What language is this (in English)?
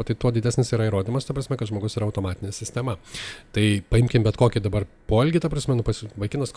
Lithuanian